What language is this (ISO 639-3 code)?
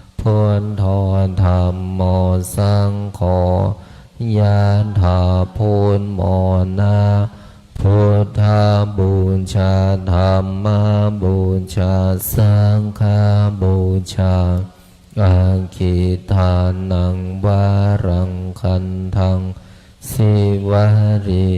pli